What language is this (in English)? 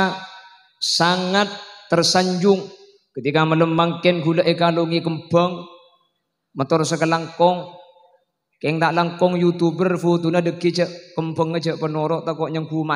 Madurese